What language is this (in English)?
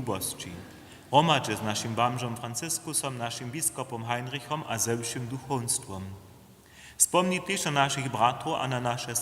Upper Sorbian